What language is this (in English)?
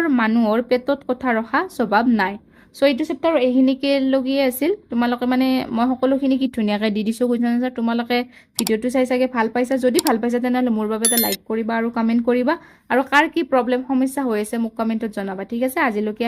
Assamese